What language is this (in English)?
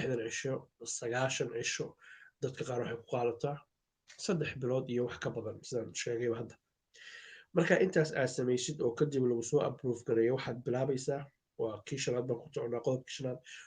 Somali